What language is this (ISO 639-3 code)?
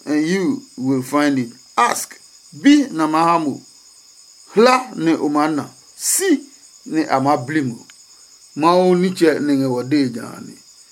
ada